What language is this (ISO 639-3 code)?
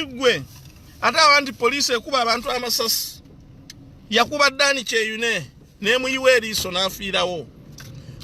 lug